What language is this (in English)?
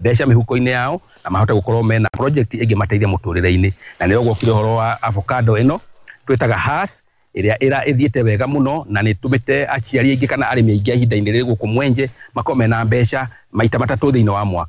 Kikuyu